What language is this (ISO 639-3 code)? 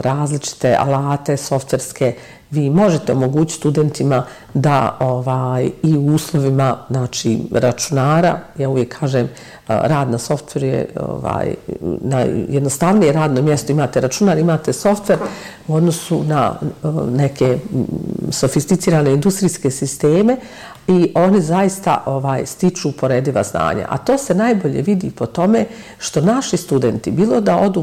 bos